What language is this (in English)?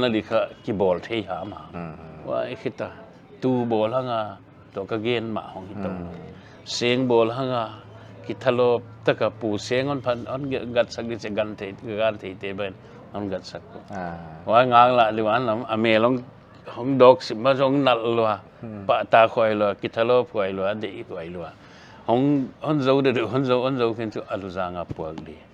Paite Chin